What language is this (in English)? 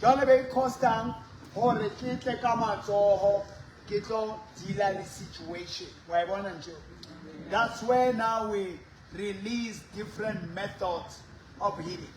Southern Sotho